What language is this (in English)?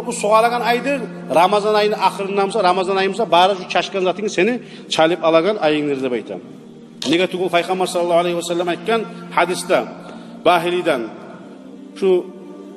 Kumyk